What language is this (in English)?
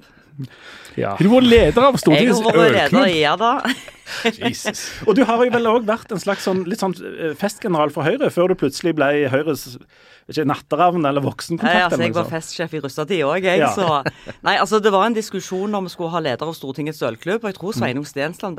Norwegian